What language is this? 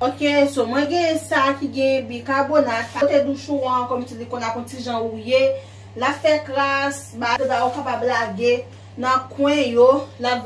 Haitian Creole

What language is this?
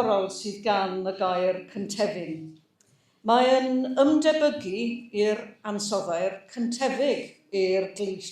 Welsh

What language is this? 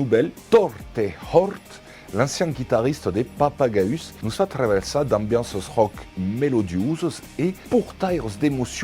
Occitan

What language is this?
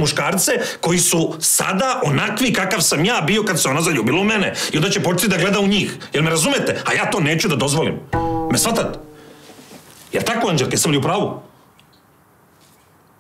Serbian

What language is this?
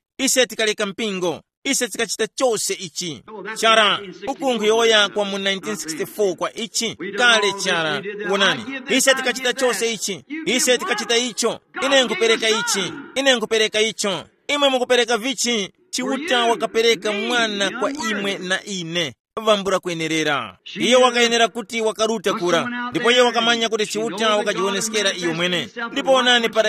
Tumbuka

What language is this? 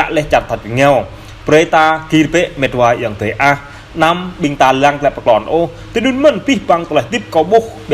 Jarai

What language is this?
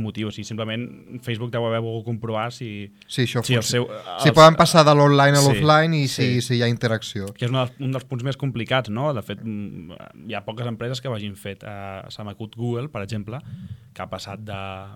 Catalan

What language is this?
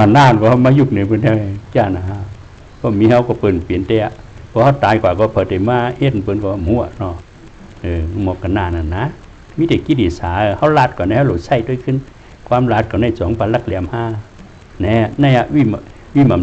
Shan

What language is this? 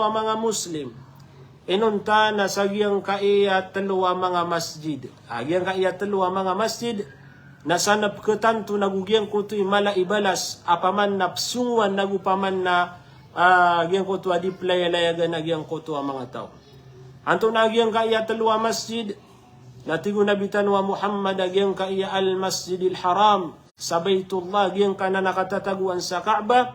Maranao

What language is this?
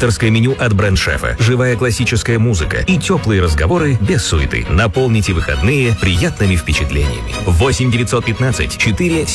Russian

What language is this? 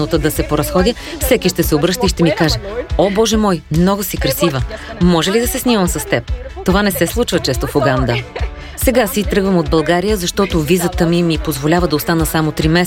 Bulgarian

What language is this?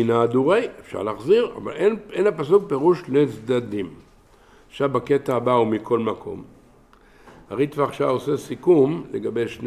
Hebrew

